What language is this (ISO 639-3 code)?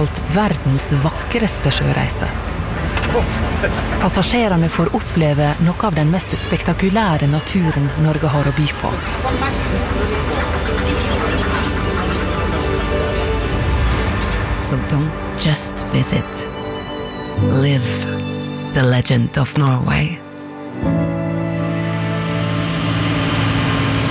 nor